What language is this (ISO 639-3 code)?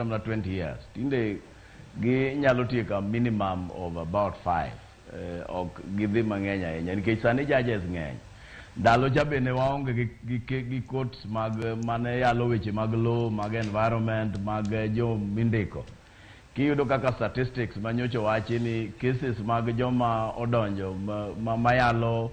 luo